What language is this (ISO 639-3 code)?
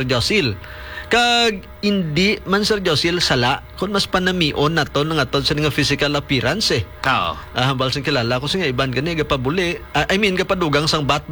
hil